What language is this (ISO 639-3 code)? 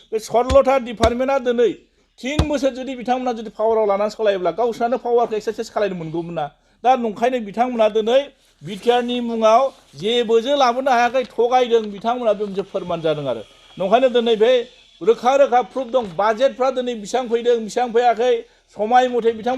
brx